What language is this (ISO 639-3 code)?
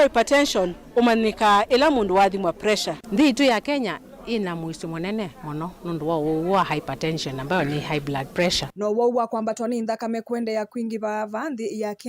kam